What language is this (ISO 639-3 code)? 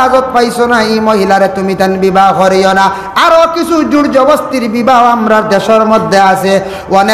syl